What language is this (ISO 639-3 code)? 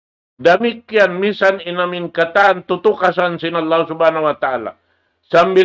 tsg